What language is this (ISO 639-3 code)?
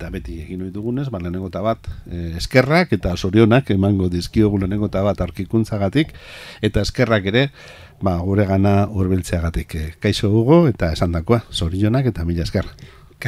eus